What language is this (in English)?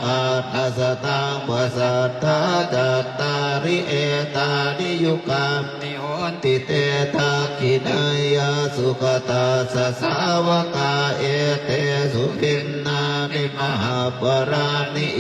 Pali